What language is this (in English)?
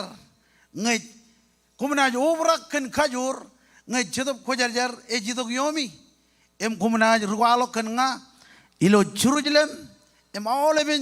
Marshallese